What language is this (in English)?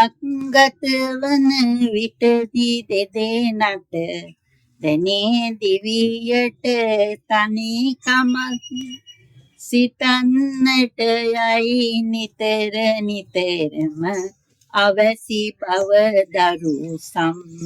Sinhala